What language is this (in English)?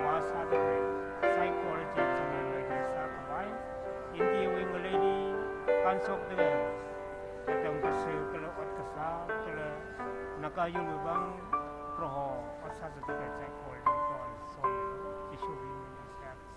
Tangkhul Naga (India)